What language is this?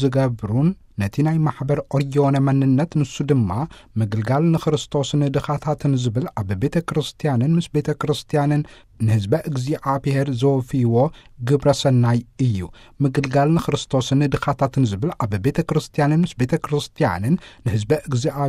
Tigrinya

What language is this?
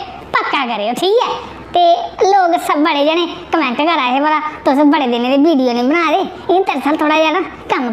Dogri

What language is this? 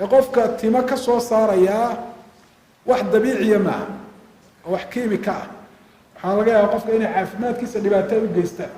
Somali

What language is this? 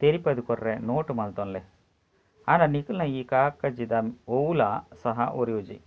Tulu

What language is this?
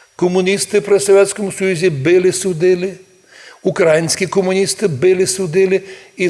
Rusyn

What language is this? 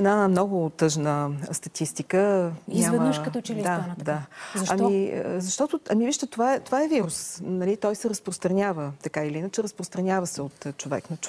Bulgarian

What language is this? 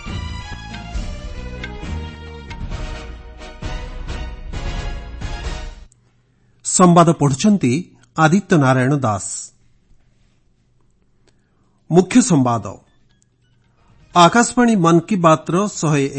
Odia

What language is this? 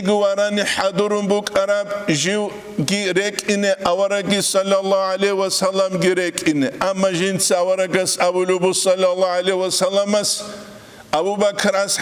Avaric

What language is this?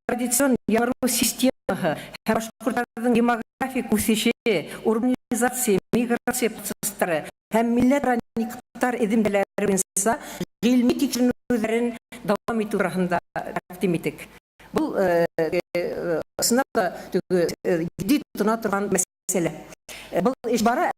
Bashkir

